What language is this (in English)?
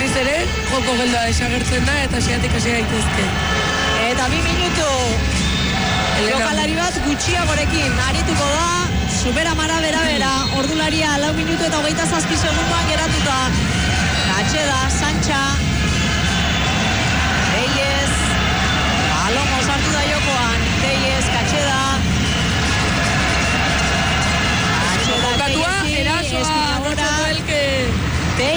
Basque